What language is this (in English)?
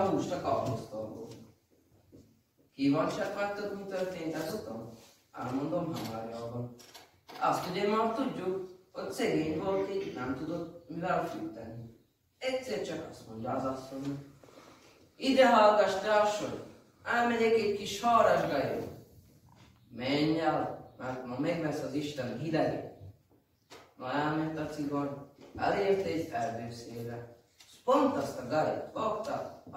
Hungarian